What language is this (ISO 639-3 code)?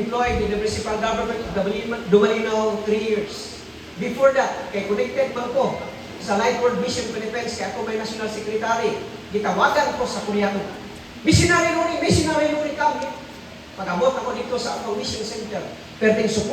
ceb